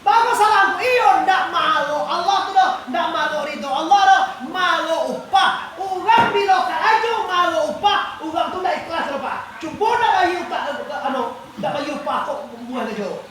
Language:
Minangkabau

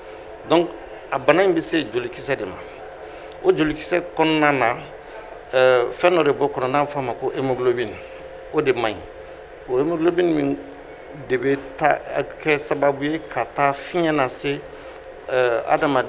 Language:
Bambara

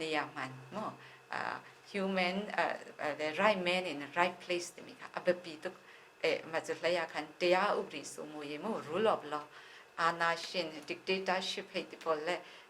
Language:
Hakha Chin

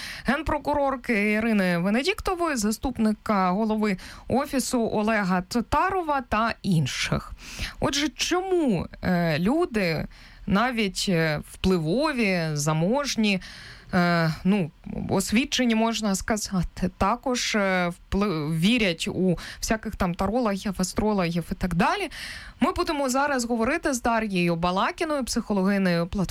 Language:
Ukrainian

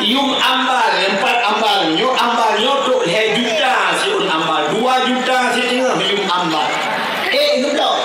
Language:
Achinese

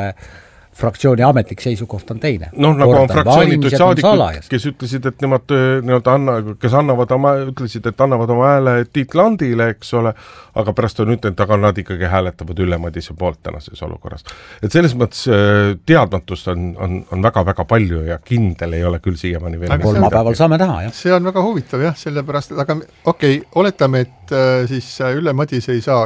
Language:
Estonian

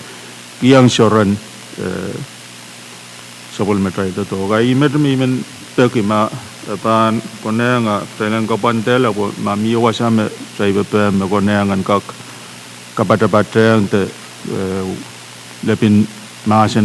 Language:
Pohnpeian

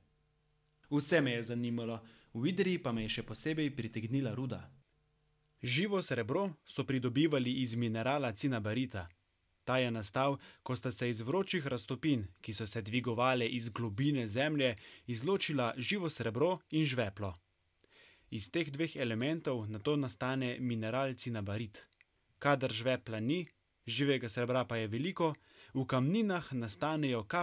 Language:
Slovenian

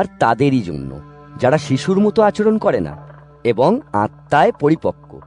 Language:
Bangla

